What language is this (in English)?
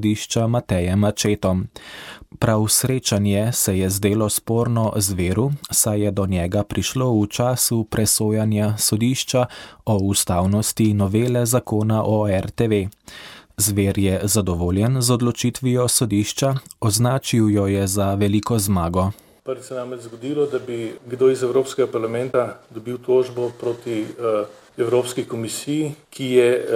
Slovenian